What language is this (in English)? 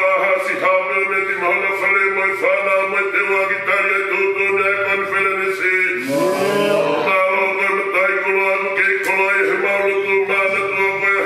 Tongan